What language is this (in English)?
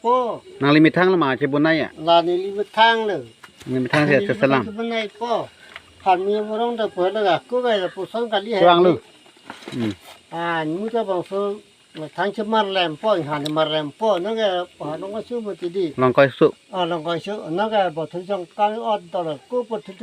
Karbi